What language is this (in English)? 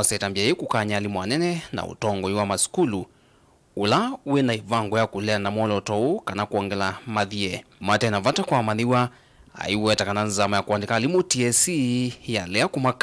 Kamba